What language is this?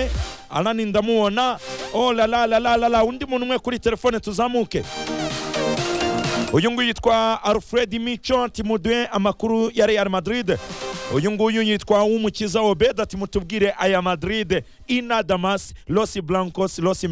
Kinyarwanda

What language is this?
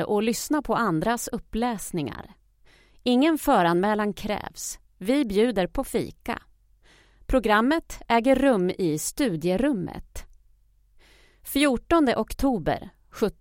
Swedish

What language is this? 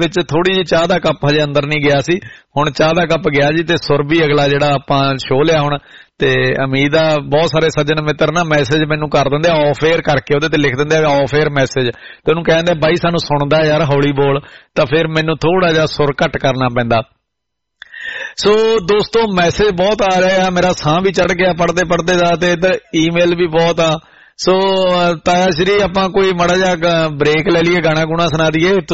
Punjabi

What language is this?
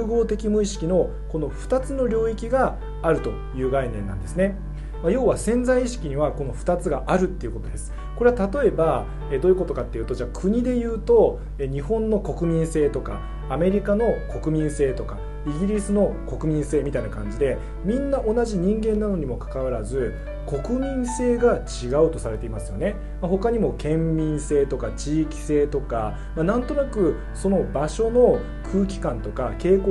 Japanese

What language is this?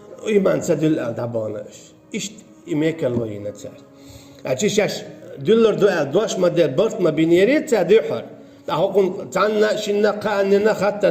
Chechen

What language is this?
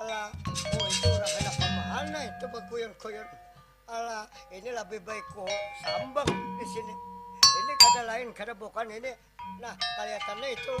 Banjar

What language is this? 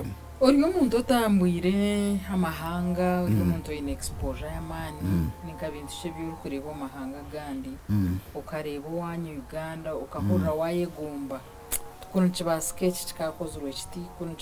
Nyankole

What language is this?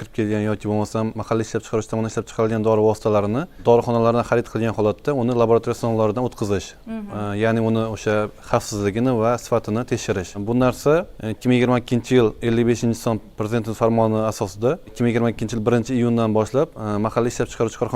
Uzbek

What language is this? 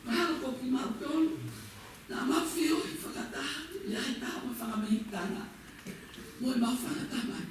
Tongan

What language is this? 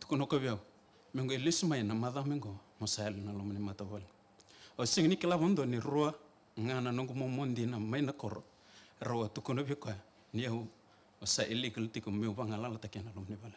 Fijian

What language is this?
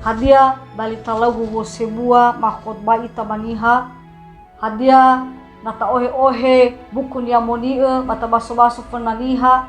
Nias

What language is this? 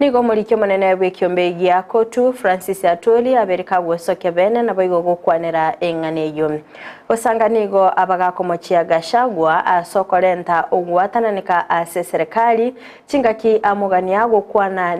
Gusii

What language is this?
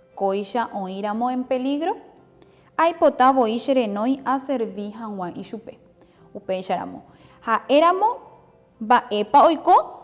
Guarani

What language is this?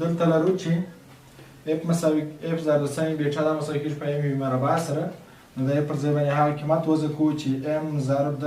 Pashto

